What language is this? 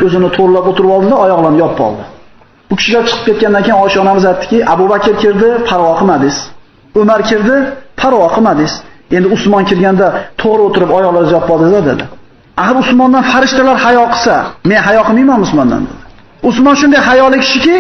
Uzbek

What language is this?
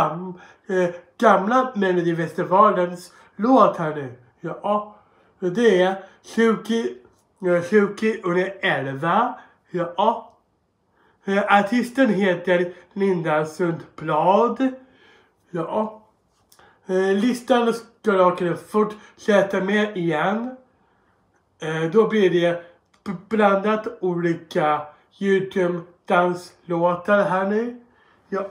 Swedish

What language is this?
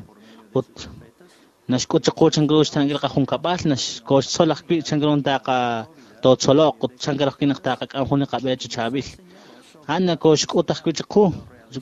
Kekchí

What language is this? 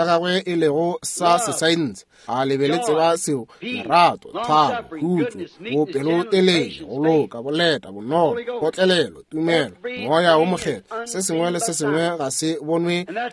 Northern Sotho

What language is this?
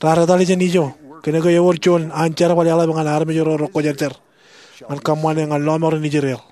Marshallese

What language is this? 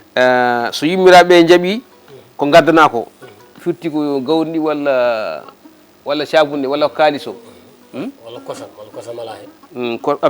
Fula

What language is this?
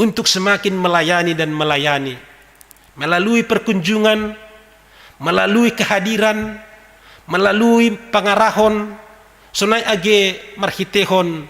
Batak Simalungun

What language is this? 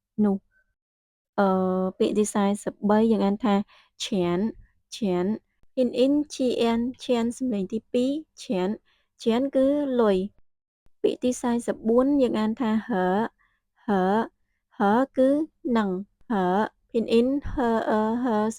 Khmer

